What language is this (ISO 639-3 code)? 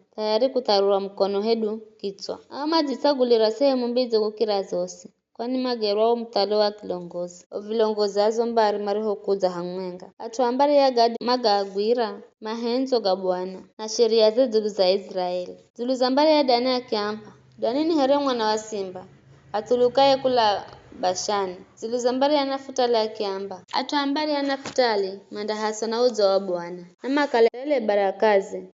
nyf